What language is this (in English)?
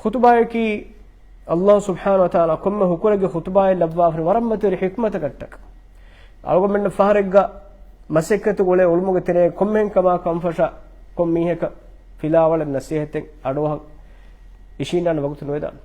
Divehi